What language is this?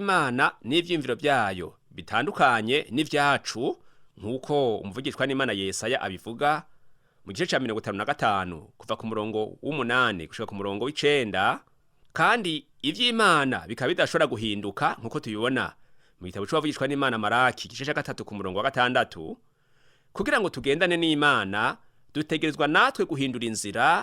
Rundi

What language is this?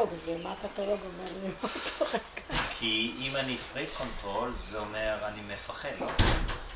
Hebrew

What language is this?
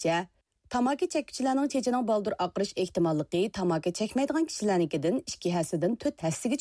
Uyghur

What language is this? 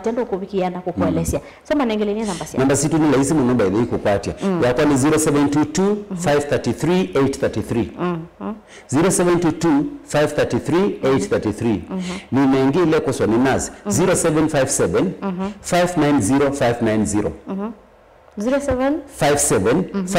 Kamba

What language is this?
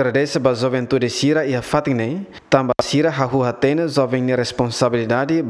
Tetum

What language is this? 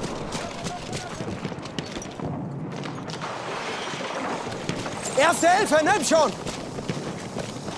German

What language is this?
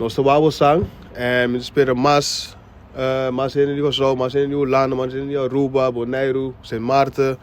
Papiamento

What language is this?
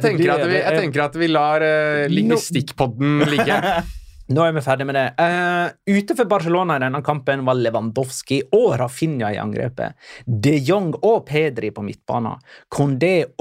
Norwegian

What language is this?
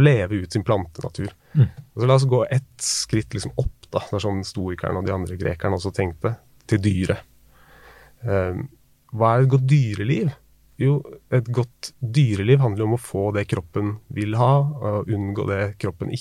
Norwegian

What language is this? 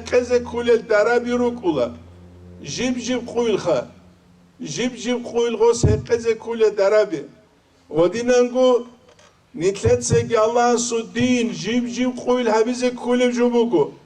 Avaric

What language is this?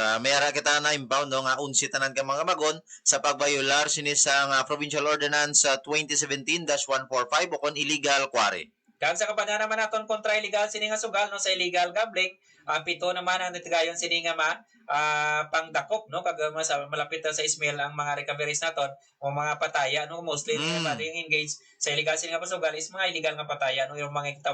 Hiligaynon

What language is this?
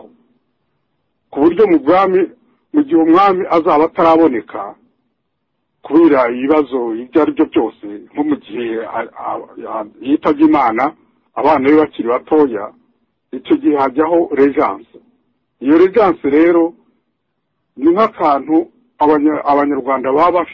Kinyarwanda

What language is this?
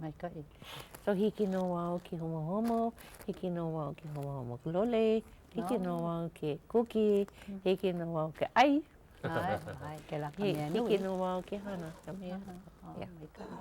Hawaiian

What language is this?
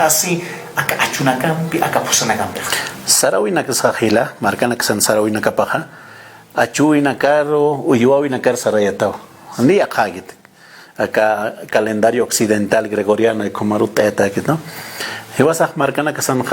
Aymara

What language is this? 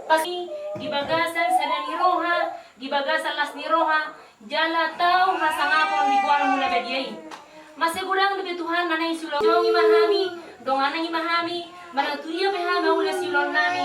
Batak Toba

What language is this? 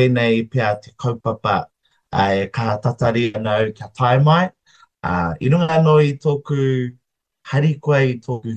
Māori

